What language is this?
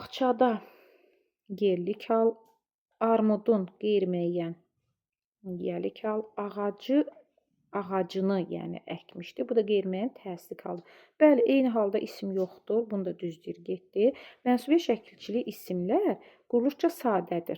Azerbaijani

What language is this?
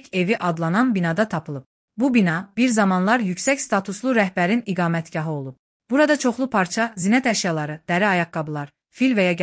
Azerbaijani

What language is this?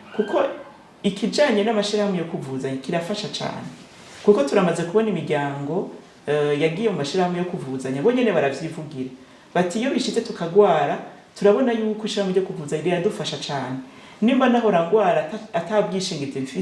Rundi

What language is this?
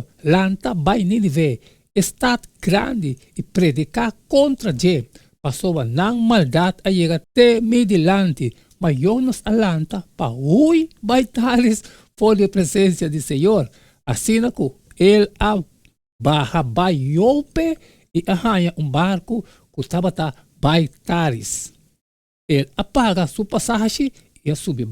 Papiamento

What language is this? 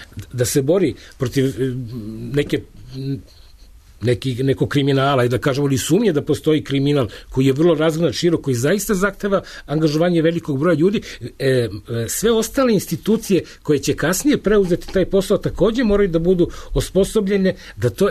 Serbian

